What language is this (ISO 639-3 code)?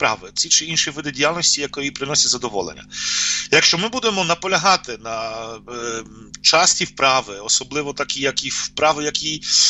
ukr